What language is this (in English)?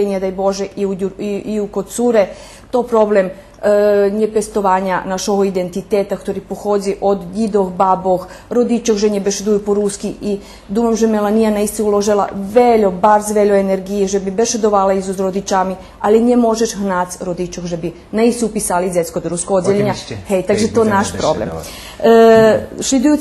Rusyn